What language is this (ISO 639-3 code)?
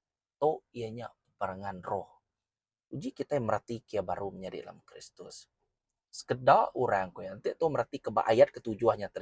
iba